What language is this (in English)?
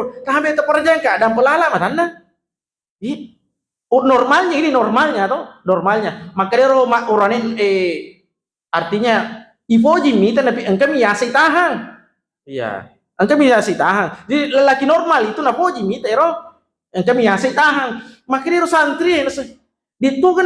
Buginese